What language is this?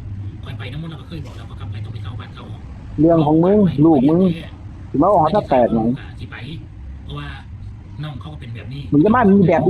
Northeastern Thai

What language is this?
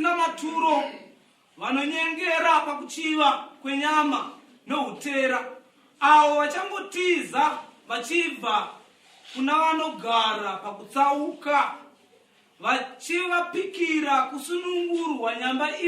Shona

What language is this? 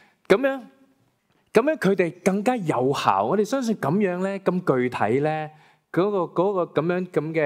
Cantonese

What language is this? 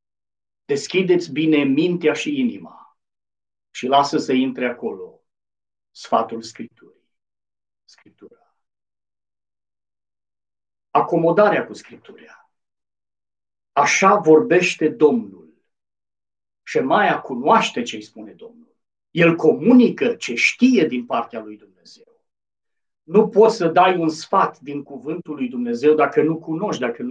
Romanian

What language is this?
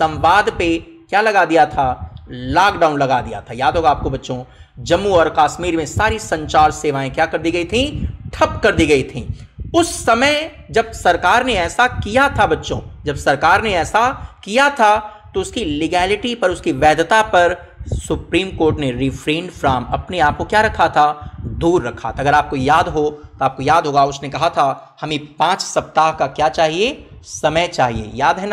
Hindi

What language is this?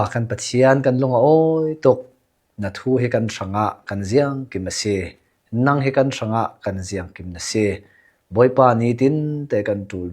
Hakha Chin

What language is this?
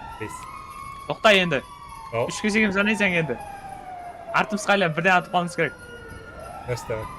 Kara-Kalpak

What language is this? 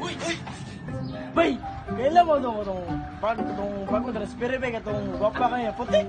Cebuano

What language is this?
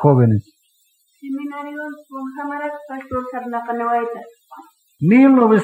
Aymara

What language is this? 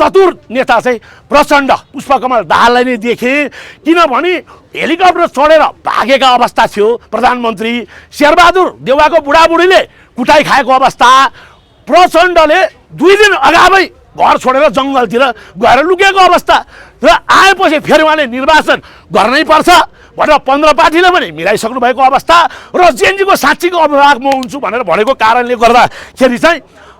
Nepali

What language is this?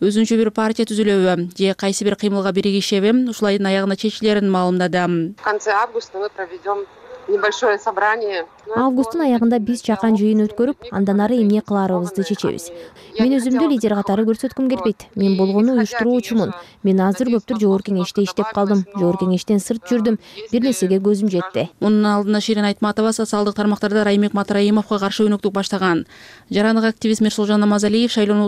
Kyrgyz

